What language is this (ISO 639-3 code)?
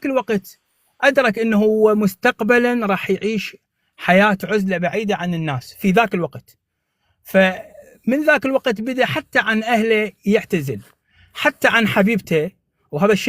apc